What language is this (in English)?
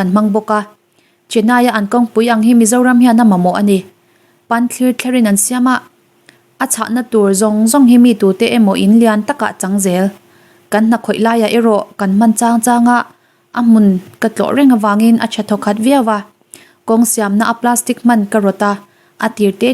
Mizo